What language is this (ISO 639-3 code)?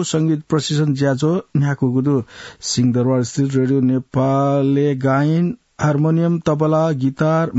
new